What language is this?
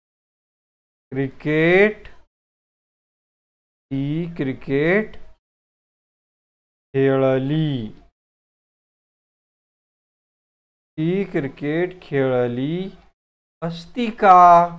Marathi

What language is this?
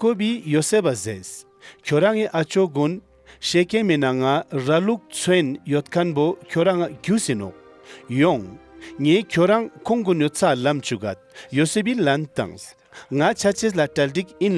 Ladakhi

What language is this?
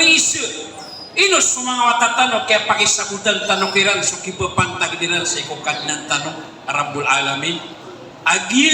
Maranao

